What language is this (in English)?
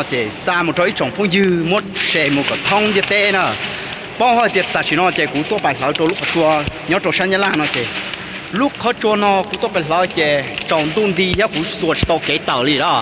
Hmong